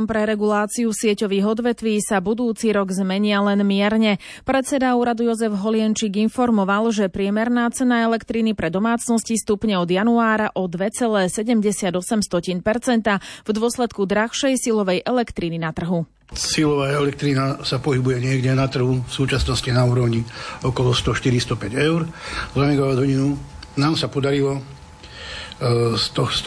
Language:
Slovak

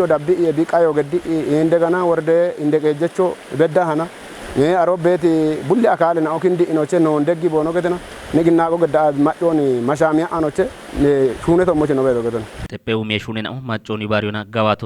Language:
Kafa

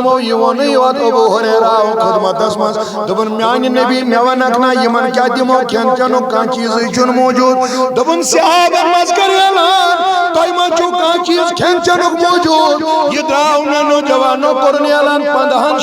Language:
Kashmiri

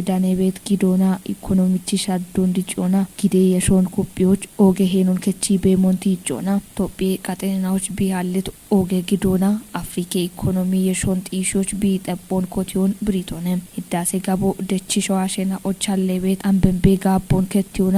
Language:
Kafa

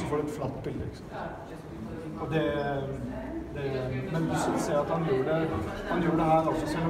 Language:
Norwegian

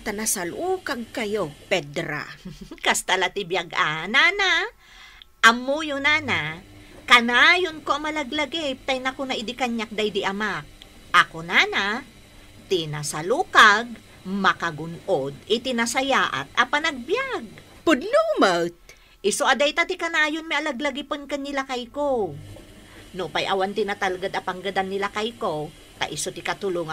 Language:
Iloko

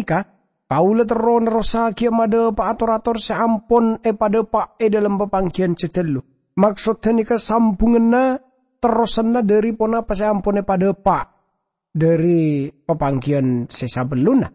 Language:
Madurese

